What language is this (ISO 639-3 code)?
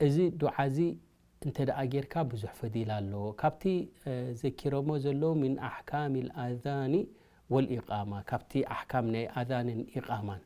tir